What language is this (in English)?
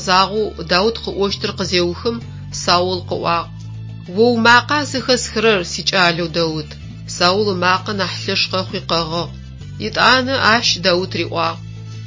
Adyghe